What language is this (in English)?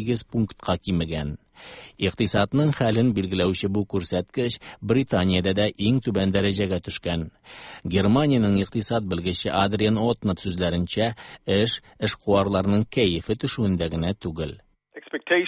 Tatar